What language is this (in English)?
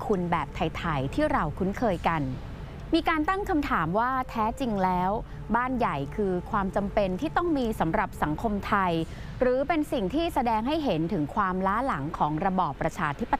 Thai